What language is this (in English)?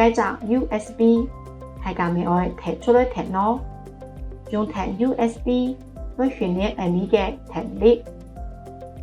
Hakka Chinese